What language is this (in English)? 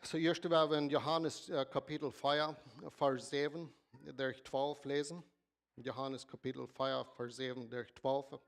Plautdietsch